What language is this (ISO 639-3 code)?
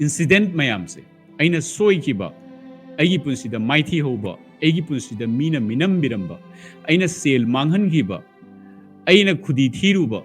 mni